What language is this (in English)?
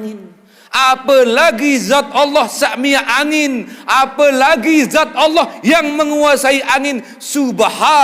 Sasak